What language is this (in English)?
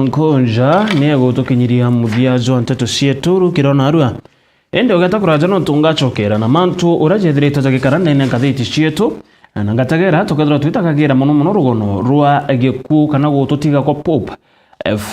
Meru